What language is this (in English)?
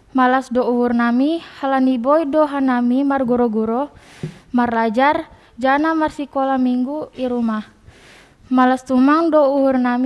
Batak Simalungun